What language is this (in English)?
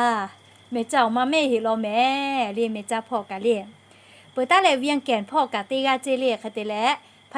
Lahu